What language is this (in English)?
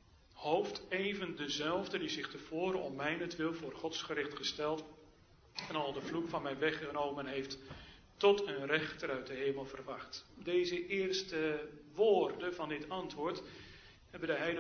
Dutch